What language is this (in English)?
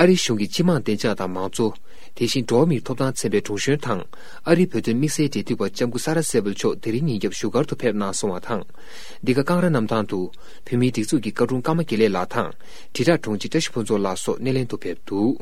Tibetan